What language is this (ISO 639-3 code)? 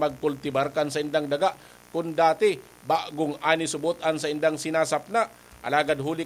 bik